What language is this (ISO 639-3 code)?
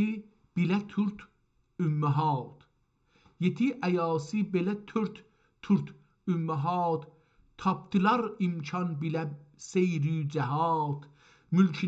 azb